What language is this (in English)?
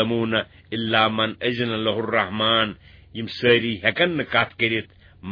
Kashmiri